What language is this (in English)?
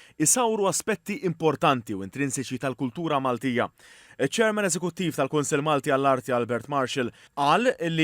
Maltese